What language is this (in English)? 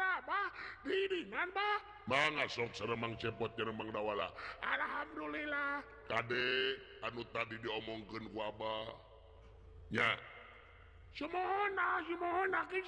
Sundanese